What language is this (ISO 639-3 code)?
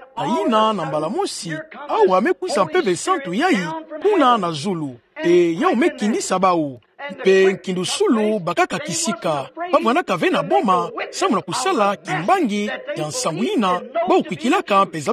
ktu